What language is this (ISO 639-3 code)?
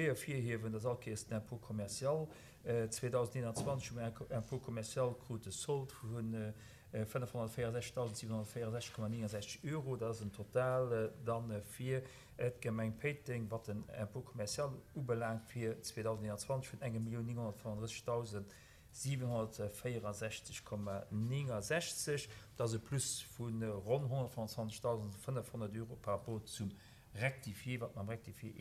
ltz